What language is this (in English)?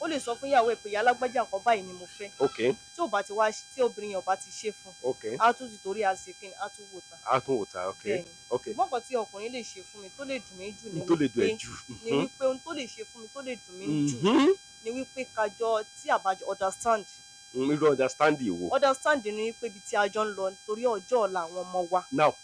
Yoruba